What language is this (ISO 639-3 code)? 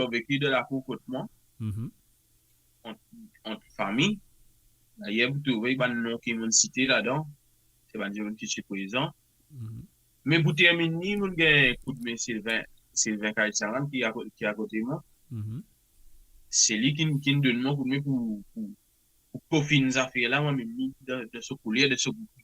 mfe